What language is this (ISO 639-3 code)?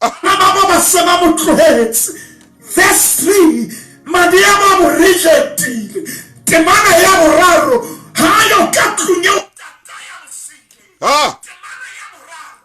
sot